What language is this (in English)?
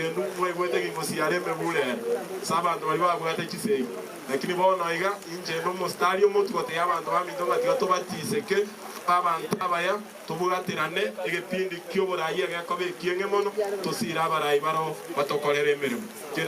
Gusii